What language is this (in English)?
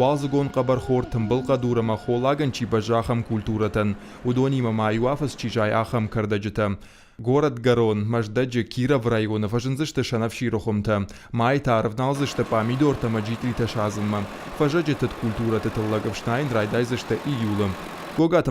Ossetic